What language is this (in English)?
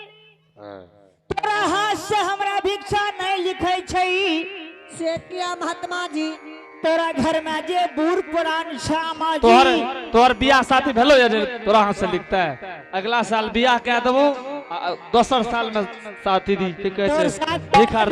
Angika